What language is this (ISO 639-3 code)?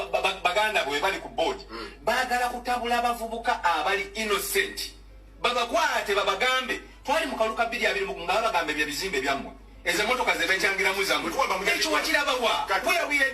lug